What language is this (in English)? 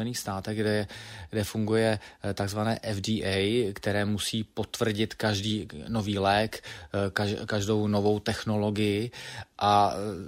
Czech